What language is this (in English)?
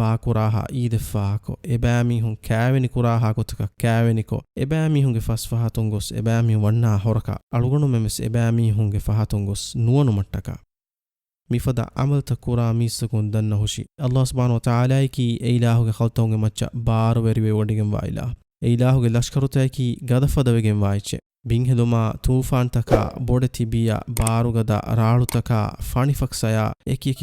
Divehi